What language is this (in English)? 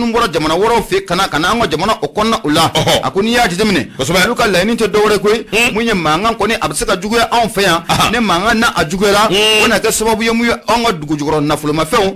Bambara